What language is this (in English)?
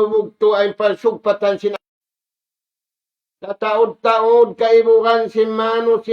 Tausug